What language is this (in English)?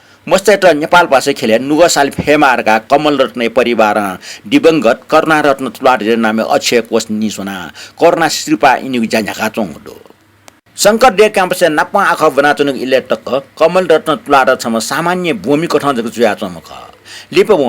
Newari